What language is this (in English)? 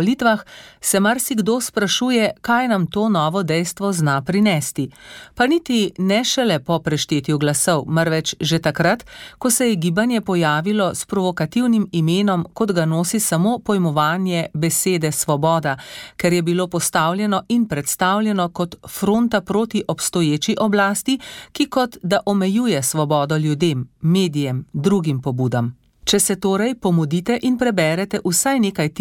Slovenian